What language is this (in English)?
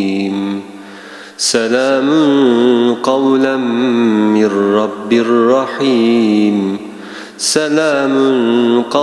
Turkish